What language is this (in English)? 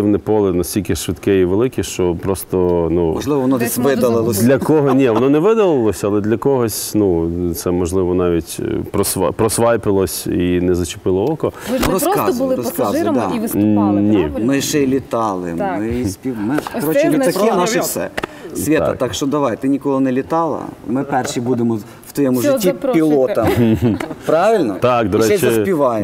Ukrainian